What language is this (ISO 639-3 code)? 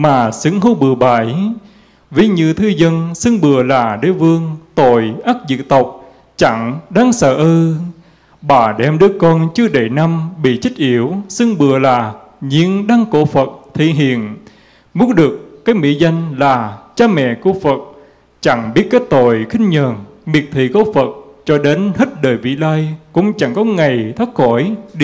vie